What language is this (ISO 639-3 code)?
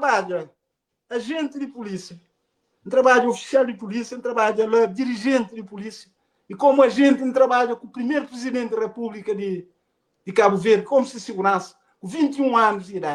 kea